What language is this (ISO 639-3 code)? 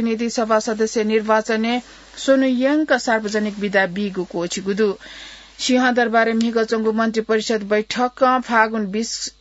new